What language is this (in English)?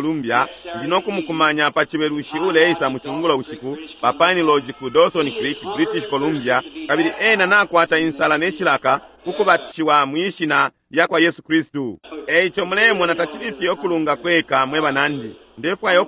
Bemba